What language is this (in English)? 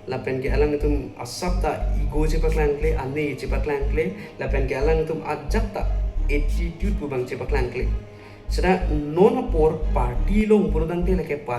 Karbi